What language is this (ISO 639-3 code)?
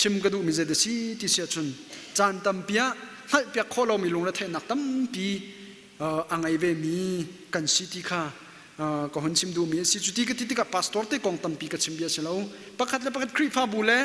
cnh